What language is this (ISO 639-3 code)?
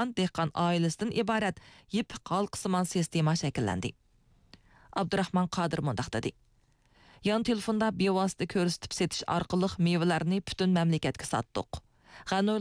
uig